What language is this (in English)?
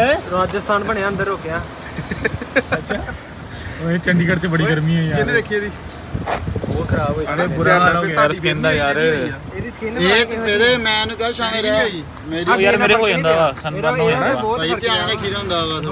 Punjabi